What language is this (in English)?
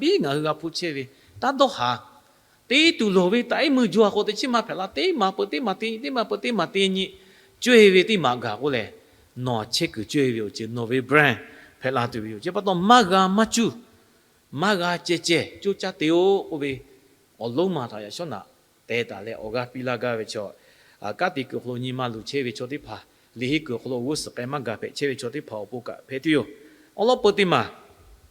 Lahu